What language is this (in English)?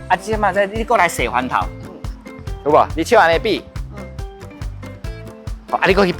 Min Nan Chinese